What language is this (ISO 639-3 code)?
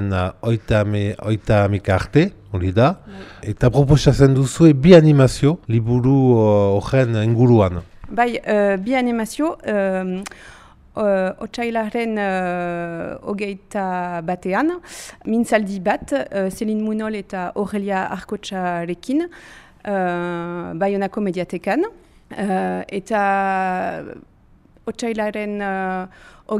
eus